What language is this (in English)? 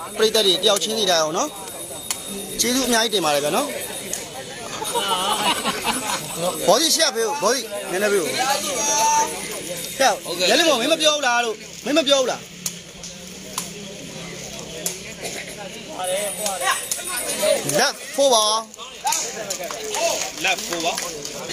Burmese